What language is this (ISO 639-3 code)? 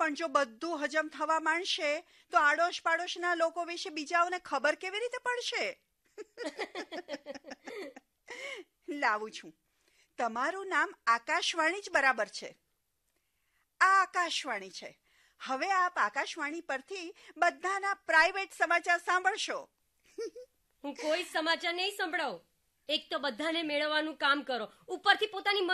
guj